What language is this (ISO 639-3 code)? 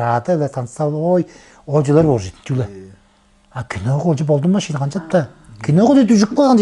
tyv